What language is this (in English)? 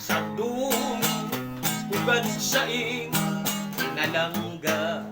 Waray